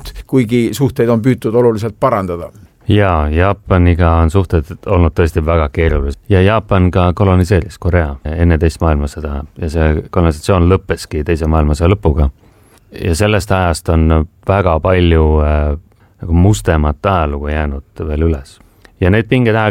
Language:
Estonian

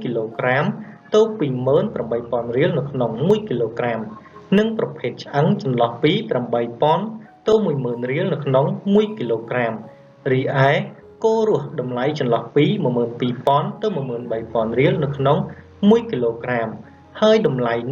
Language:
Khmer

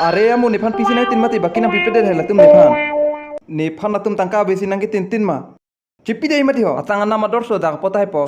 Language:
Karbi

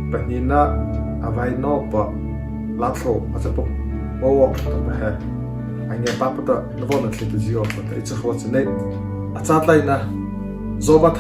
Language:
Mara Chin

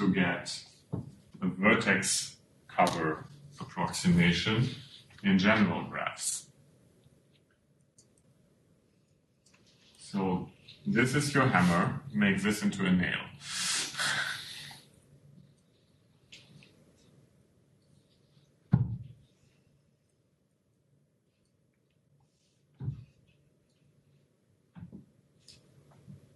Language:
English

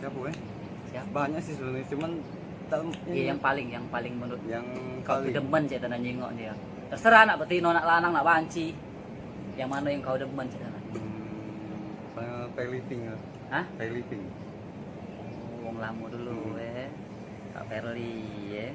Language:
Musi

